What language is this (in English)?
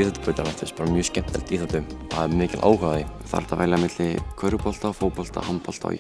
Icelandic